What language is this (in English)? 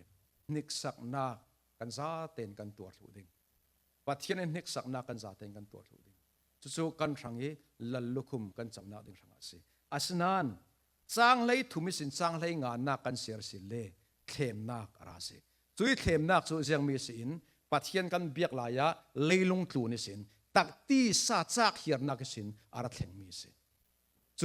Falam Chin